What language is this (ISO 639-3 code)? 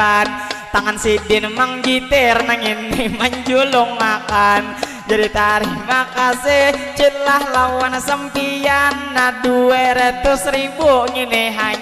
bjn